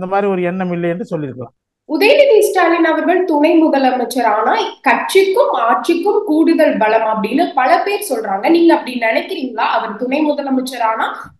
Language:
Tamil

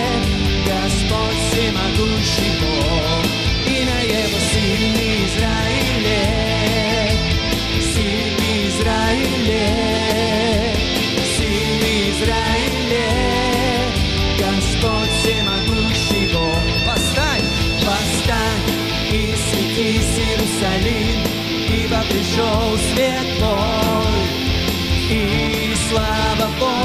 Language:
Russian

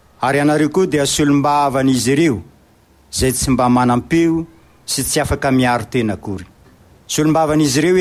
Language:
Malagasy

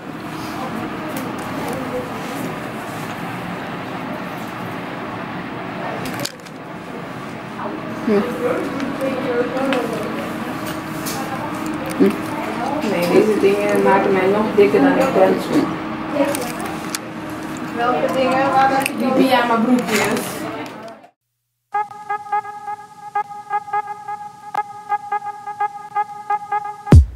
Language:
Dutch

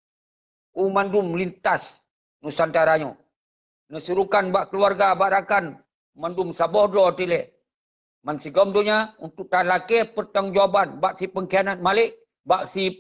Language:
Achinese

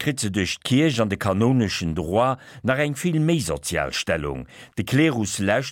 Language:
Luxembourgish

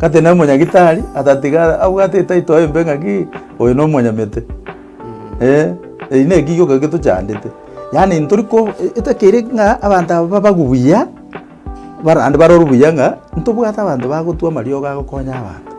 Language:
Gusii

